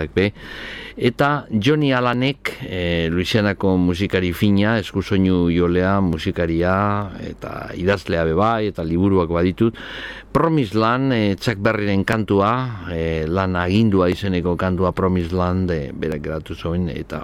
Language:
Basque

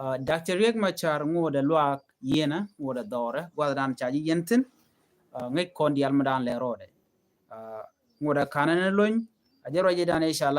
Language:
Nuer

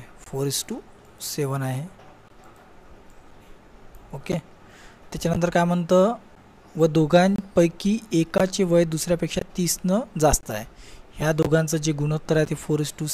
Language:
Marathi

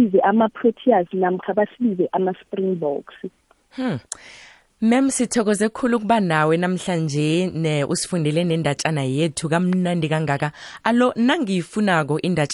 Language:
South Ndebele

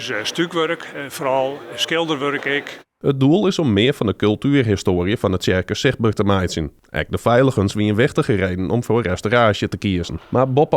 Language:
Western Frisian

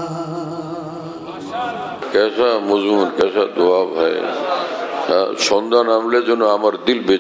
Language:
Bangla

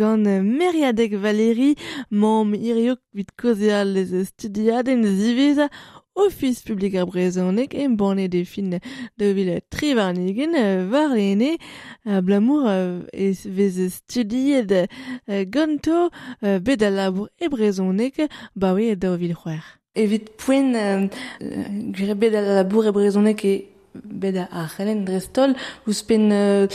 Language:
Breton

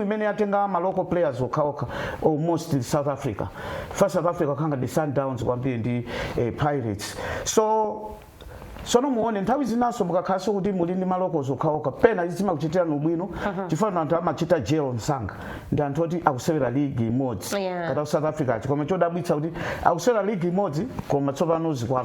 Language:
Nyanja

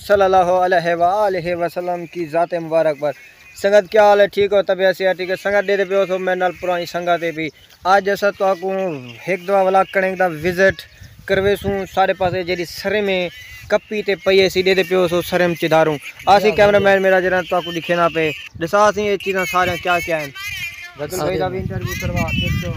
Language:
Saraiki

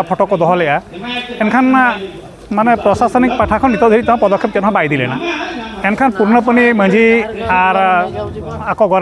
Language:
Santali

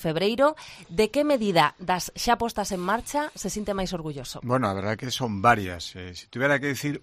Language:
Galician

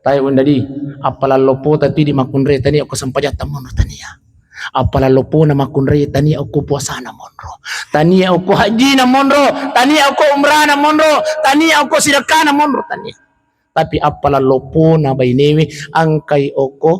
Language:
Buginese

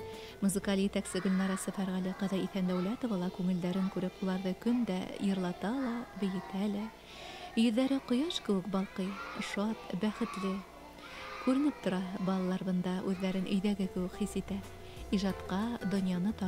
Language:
Bashkir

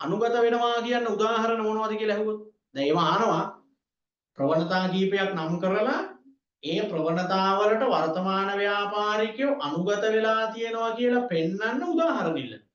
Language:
Sinhala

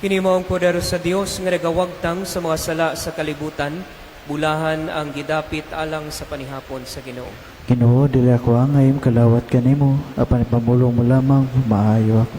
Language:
Cebuano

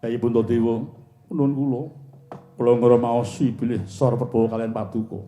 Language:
Javanese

